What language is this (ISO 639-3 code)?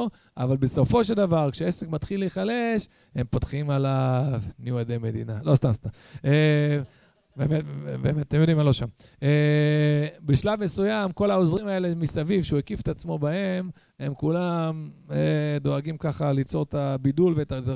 heb